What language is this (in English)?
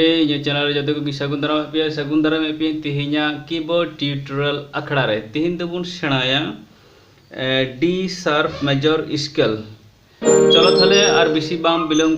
Santali